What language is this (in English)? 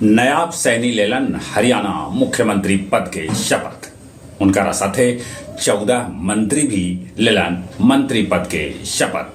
Magahi